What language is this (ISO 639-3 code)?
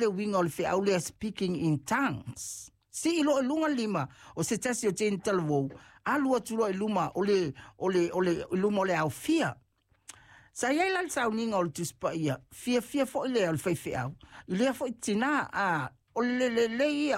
smo